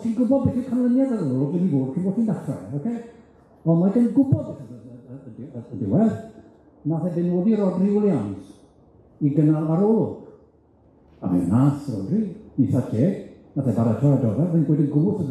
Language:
Welsh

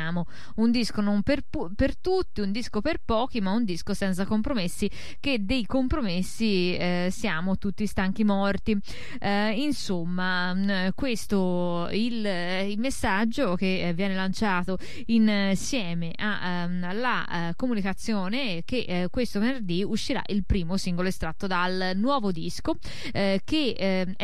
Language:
Italian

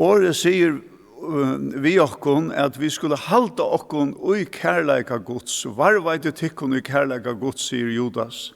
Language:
Faroese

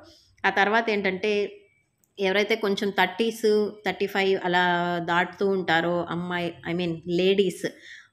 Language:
Telugu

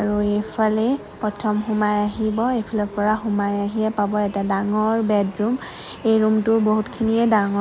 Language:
Assamese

